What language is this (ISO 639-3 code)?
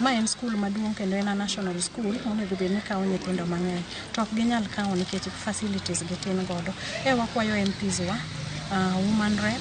luo